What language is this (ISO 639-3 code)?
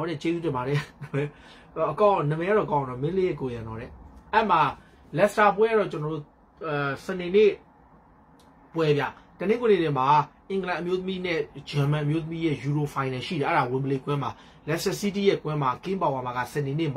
mya